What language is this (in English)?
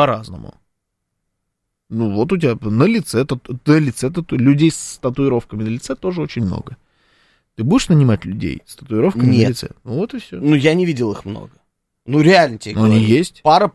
Russian